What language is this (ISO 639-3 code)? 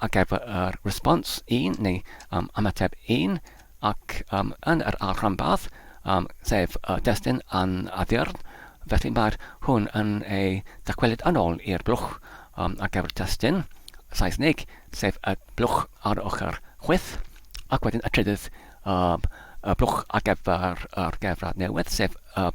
cym